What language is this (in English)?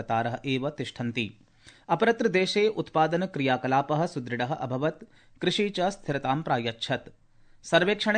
Sanskrit